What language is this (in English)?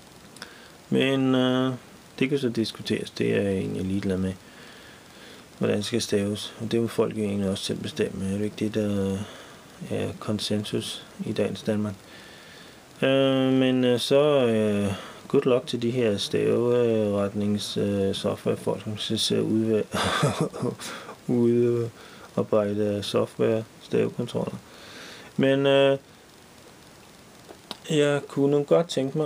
Danish